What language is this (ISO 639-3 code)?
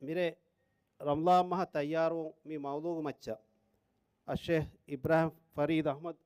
div